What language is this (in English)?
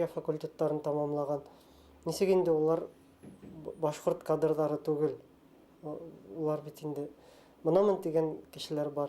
Bashkir